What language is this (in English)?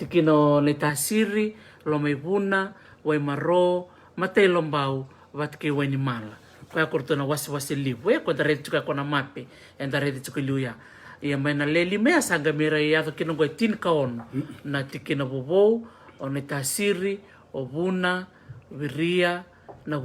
Fijian